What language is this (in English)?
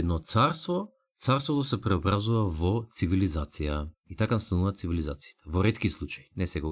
Macedonian